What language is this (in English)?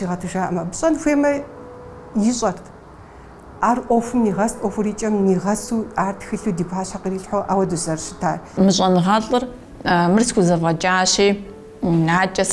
Kabardian